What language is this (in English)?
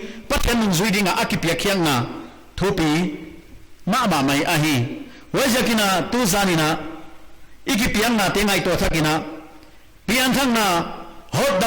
Paite Chin